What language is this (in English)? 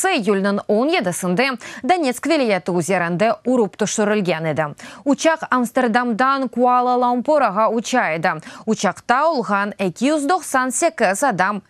Crimean Tatar